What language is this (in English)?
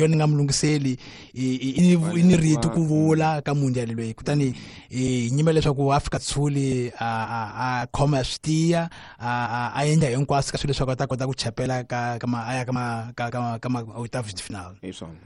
Tsonga